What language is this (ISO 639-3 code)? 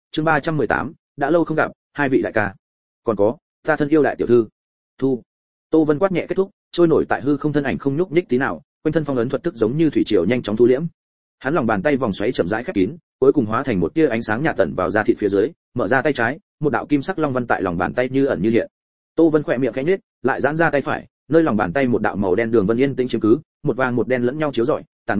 vie